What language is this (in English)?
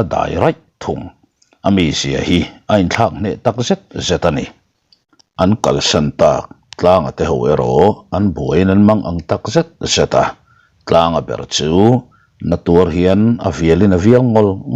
Mizo